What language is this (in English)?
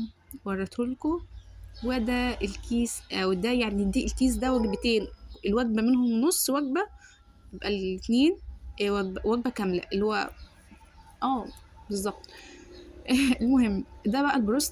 Egyptian Arabic